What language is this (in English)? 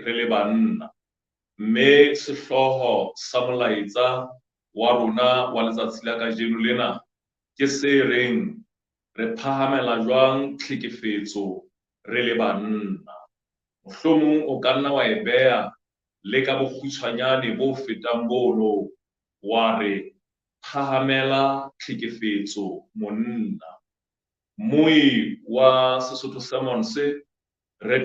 Southern Sotho